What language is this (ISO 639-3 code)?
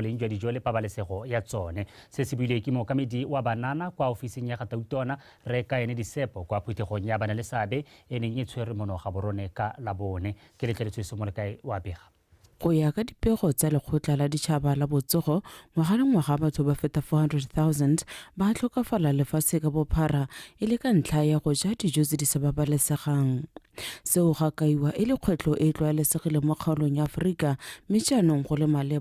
tsn